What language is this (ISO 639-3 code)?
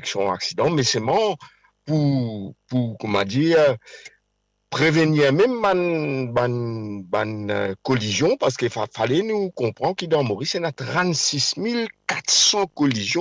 mfe